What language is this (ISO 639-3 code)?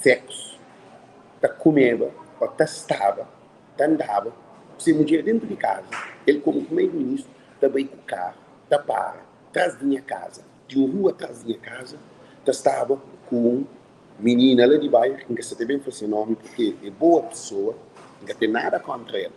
kea